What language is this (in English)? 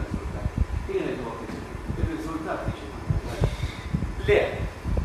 Maltese